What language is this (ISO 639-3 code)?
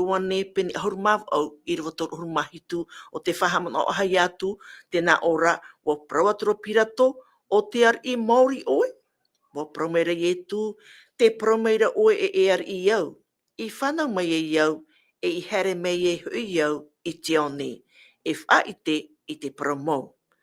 tah